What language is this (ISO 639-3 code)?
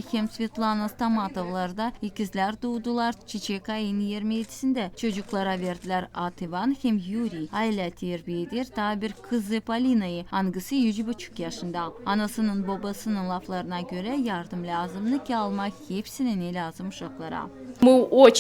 gag